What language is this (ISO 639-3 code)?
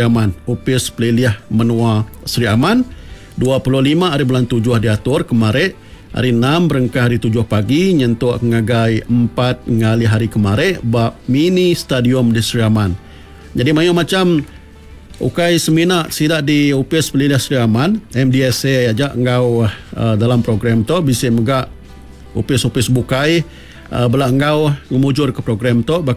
iba